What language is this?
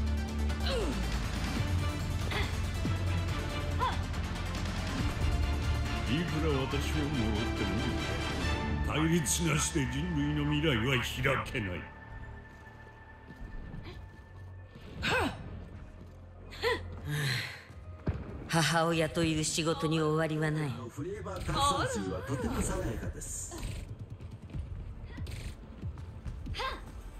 Japanese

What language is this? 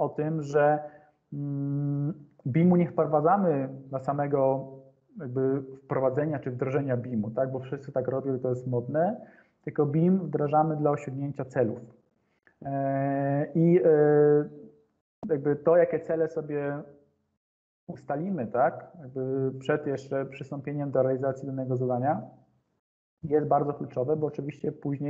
Polish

